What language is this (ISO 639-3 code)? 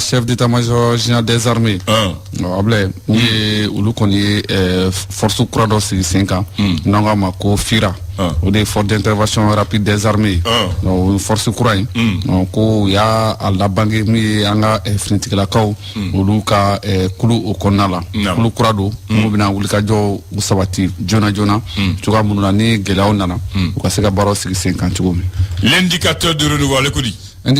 bam